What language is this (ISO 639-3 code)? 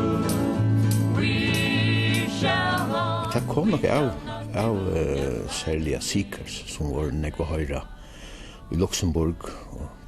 fao